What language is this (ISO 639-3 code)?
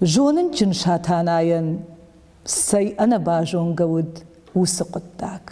oss